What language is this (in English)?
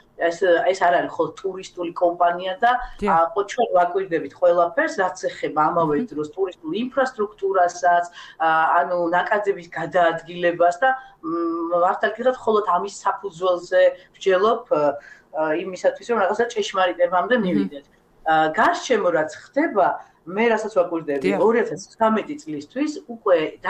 Georgian